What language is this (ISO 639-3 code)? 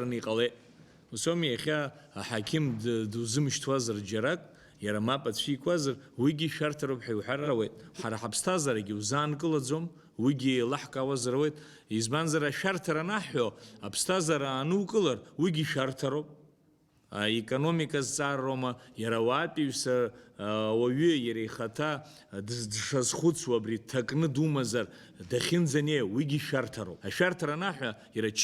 abk